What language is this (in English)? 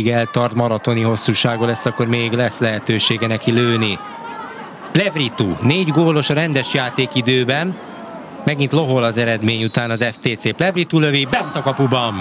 Hungarian